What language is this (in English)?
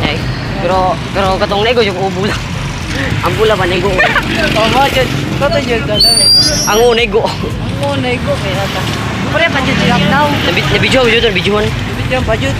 Cebuano